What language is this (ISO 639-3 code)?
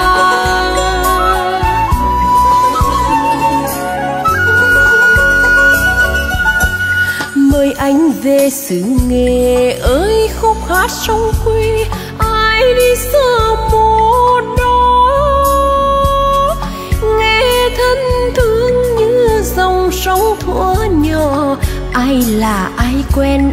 vie